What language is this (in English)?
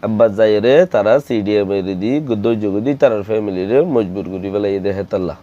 Rohingya